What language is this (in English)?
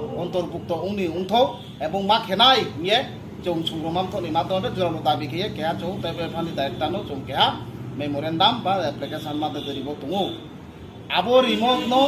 Riang (India)